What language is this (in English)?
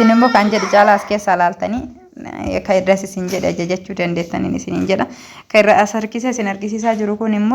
Oromo